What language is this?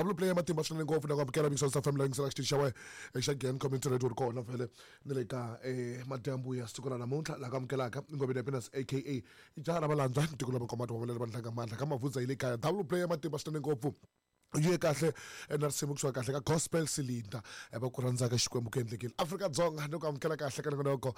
Tsonga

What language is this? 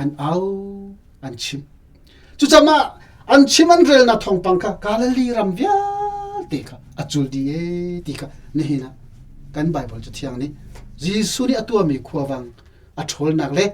Hakha Chin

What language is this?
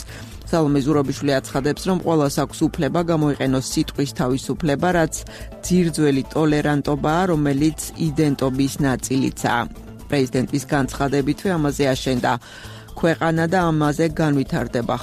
Georgian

